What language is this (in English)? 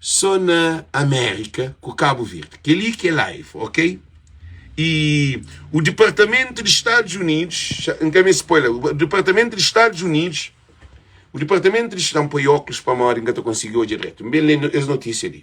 Kabuverdianu